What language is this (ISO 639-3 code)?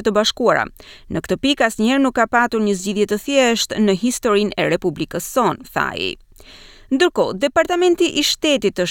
sqi